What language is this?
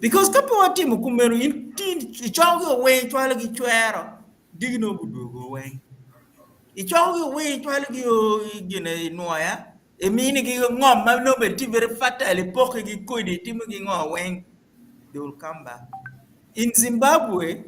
Acoli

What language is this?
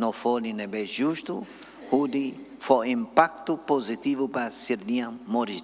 Tetum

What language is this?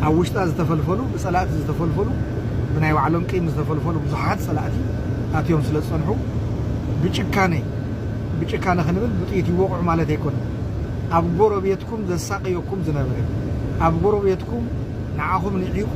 Tigrinya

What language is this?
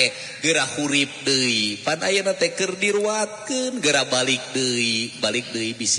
Sundanese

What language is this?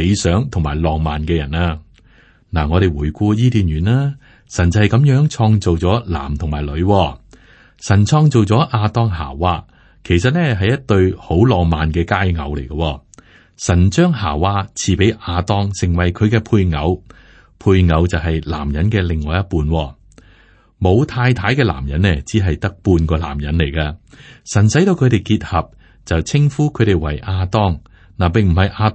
Cantonese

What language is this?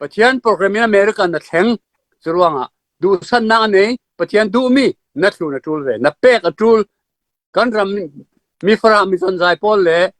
Falam Chin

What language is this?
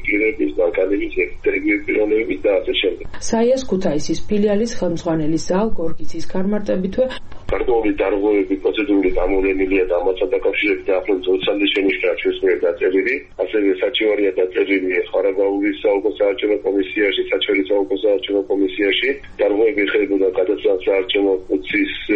Georgian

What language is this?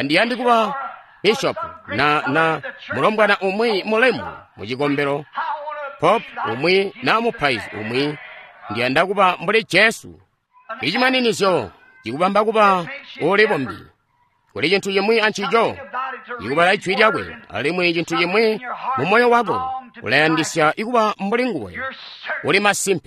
Tonga (Zambia)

